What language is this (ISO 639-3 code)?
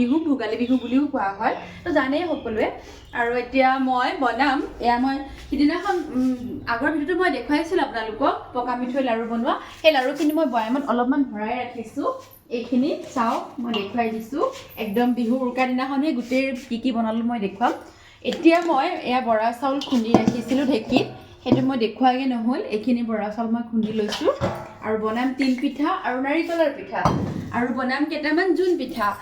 asm